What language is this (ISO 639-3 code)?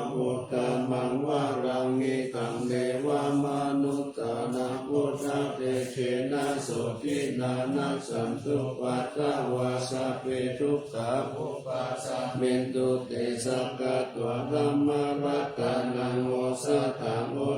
pli